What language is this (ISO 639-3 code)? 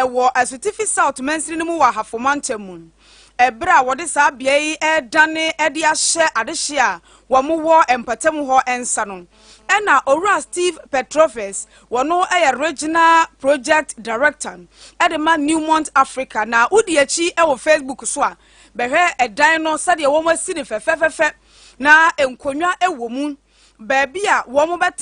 aka